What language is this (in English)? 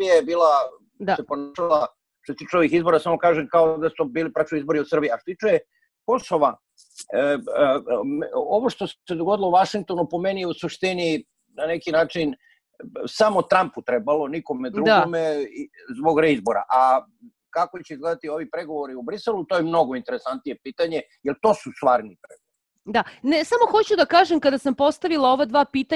Serbian